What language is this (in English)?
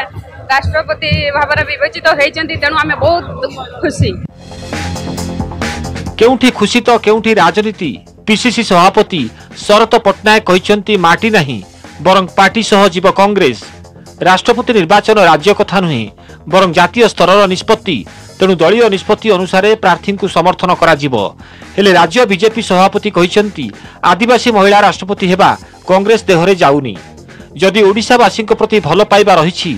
Odia